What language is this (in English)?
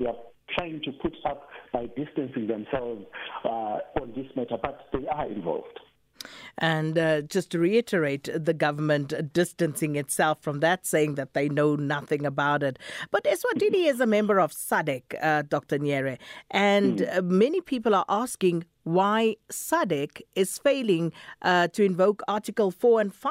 English